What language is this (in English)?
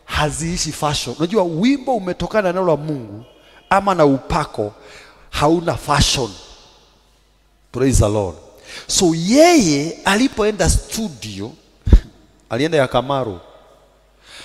Swahili